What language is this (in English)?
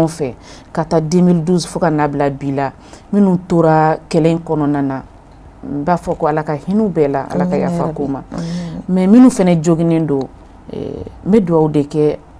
Bambara